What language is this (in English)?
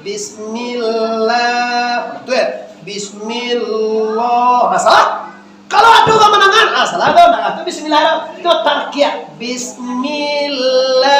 Minangkabau